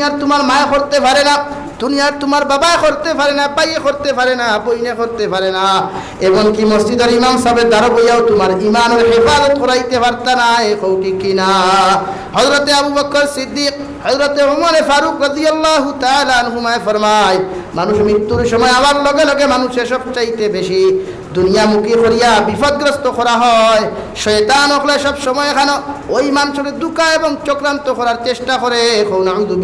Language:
Sylheti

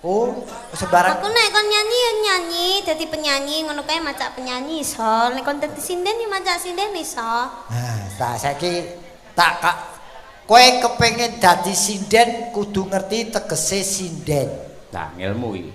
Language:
Javanese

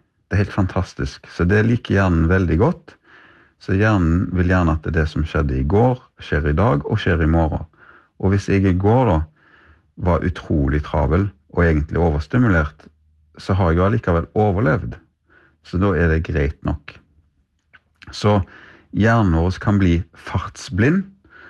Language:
Norwegian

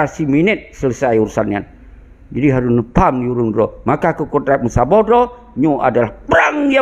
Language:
Achinese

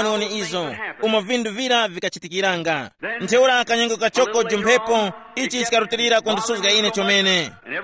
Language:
Tumbuka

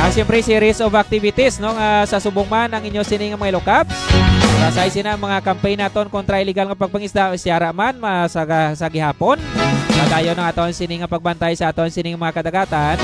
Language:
Hiligaynon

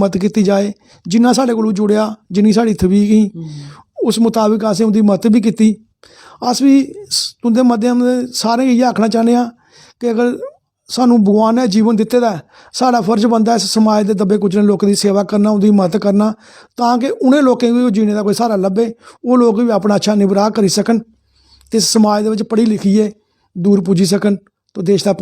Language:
Dogri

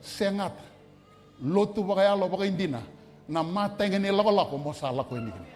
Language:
Fijian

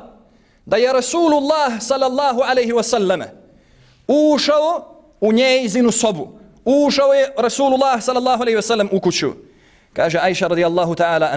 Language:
Bosnian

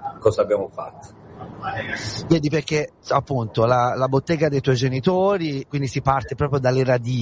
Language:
Italian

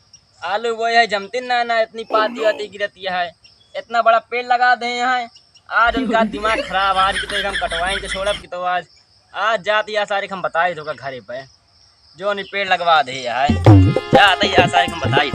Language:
Awadhi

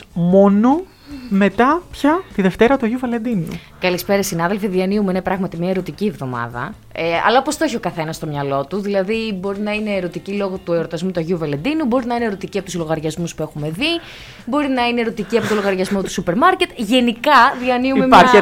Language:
Greek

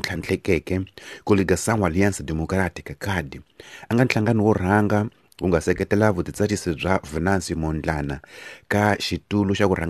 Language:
Tsonga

